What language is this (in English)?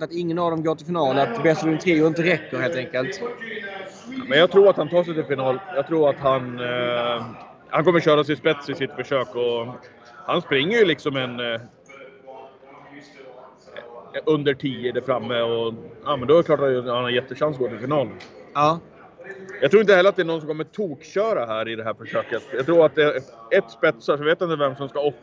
Swedish